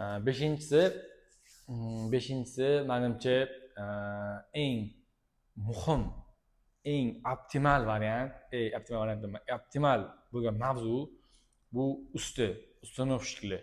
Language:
Uzbek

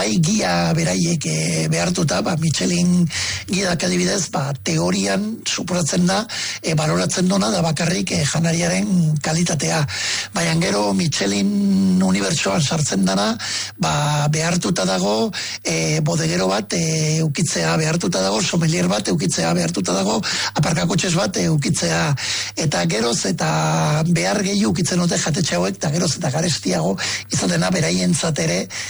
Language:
Basque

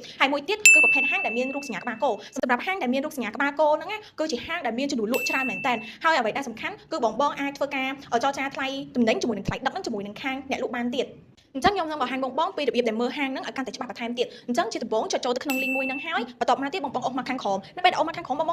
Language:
Khmer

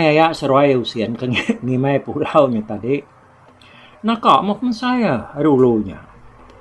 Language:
Iban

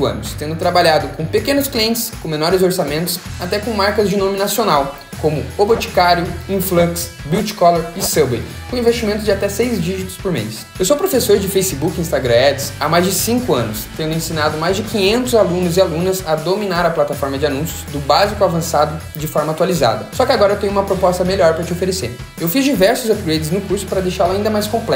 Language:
Portuguese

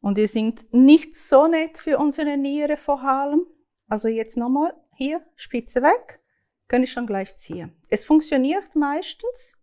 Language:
Swiss German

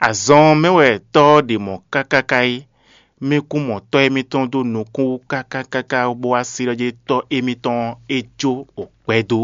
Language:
Fon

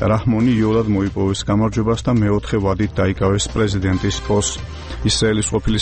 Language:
Georgian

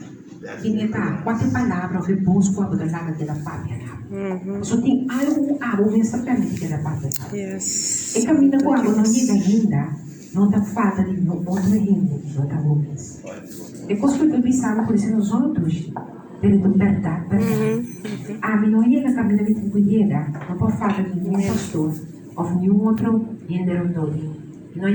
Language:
Papiamento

